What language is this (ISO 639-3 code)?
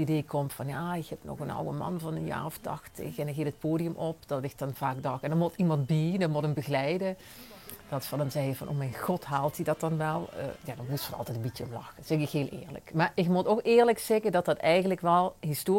lim